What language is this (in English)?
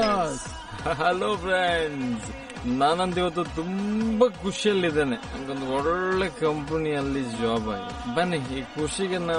Kannada